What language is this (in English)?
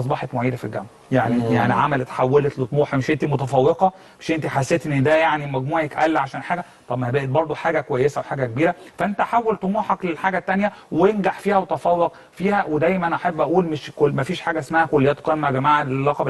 Egyptian Arabic